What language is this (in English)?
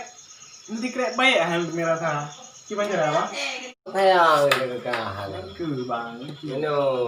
Achinese